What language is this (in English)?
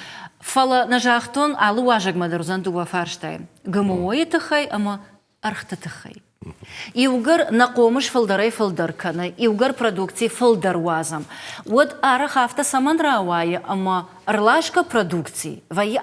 Ossetic